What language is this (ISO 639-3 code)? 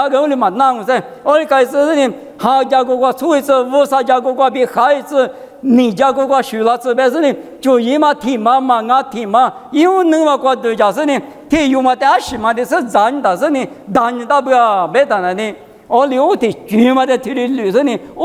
lis